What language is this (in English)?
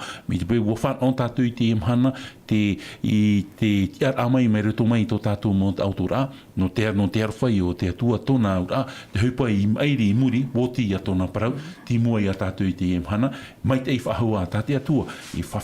Tahitian